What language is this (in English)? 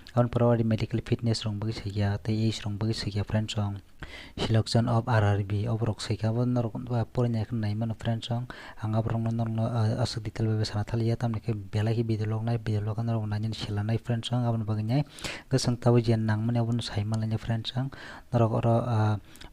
Kok Borok